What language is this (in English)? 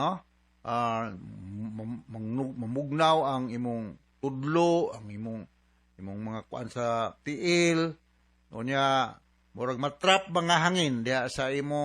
Cebuano